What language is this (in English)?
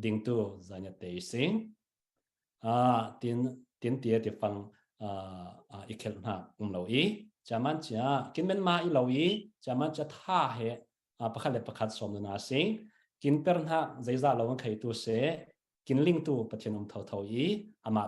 Falam Chin